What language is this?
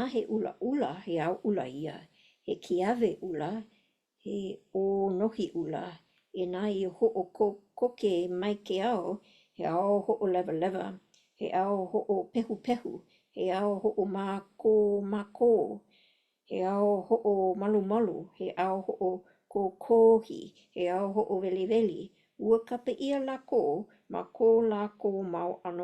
Hawaiian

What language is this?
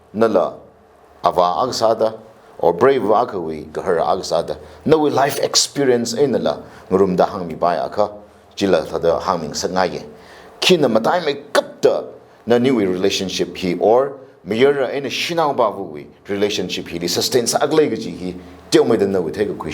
Tangkhul Naga (India)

